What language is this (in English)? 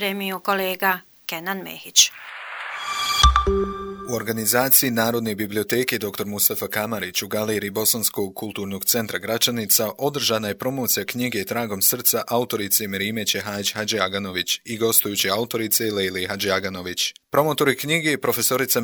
Bosnian